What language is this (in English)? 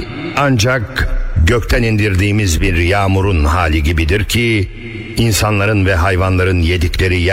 Turkish